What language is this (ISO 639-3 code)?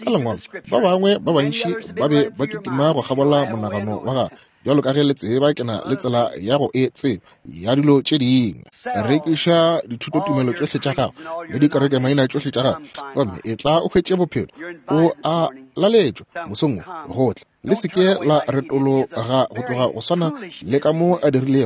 nso